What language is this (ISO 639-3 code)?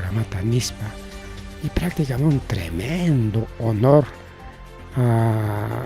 quy